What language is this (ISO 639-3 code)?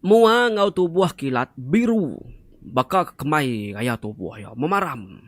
iba